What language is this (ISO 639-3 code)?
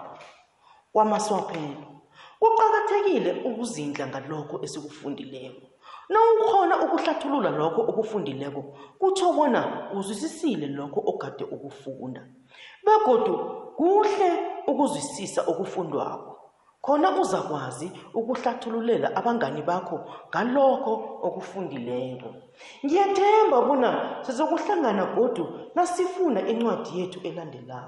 nbl